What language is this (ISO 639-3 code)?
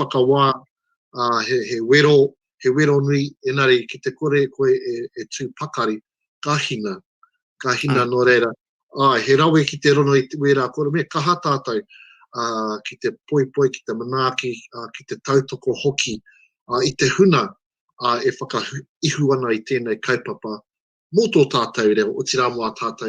mri